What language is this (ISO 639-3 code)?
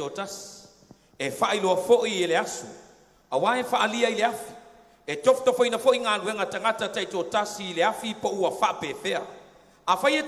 smo